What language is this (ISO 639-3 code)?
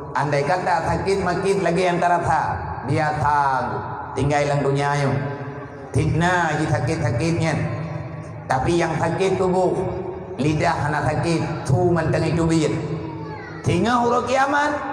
ace